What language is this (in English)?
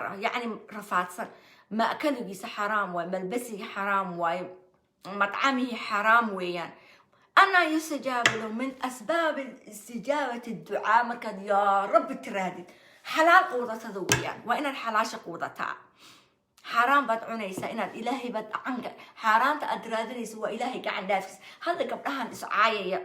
Somali